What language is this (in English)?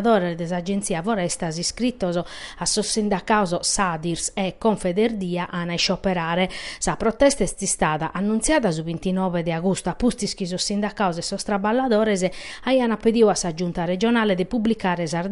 Sardinian